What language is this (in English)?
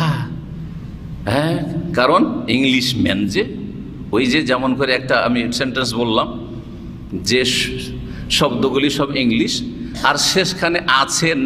Bangla